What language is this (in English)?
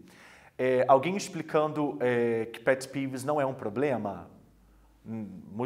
Portuguese